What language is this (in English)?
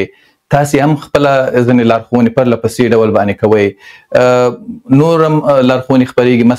Pashto